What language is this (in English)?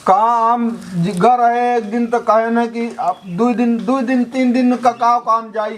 Awadhi